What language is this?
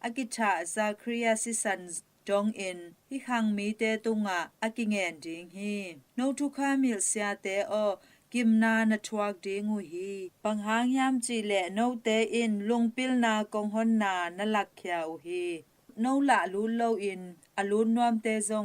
Tedim Chin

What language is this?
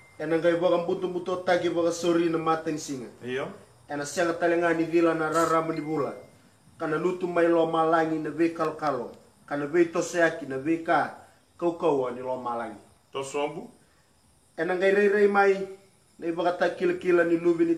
Fijian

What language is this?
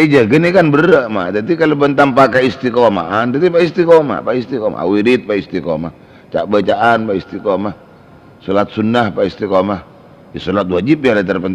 Madurese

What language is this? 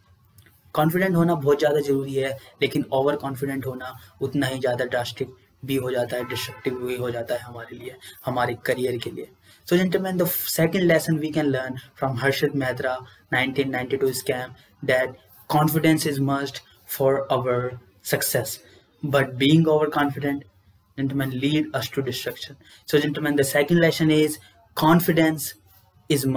Hindi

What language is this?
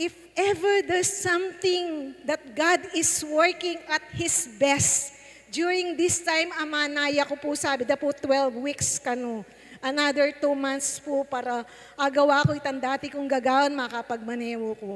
Pampanga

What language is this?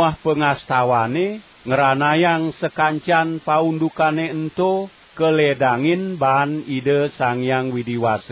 Balinese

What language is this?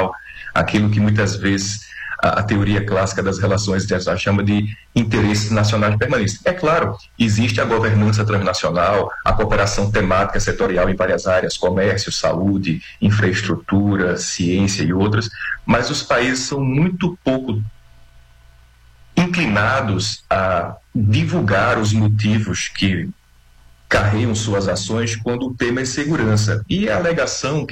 Portuguese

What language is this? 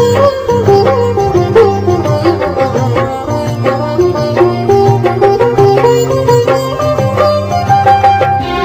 Malayalam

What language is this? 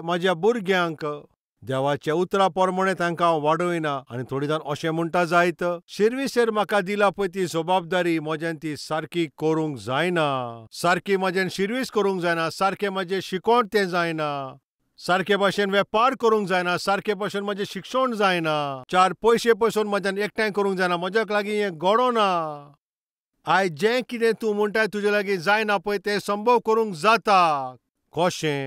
Konkani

